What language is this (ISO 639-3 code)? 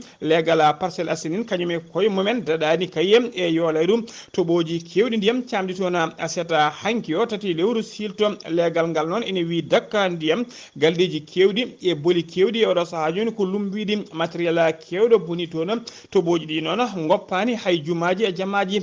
ful